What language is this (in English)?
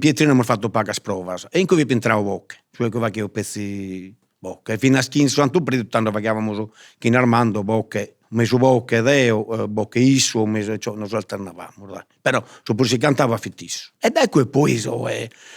Sardinian